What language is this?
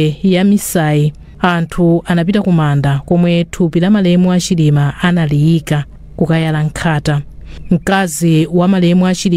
Nyanja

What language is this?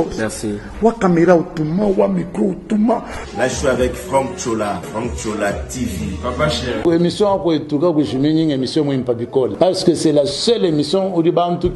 Luba-Lulua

